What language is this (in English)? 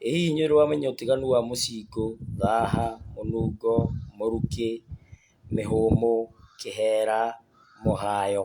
Kikuyu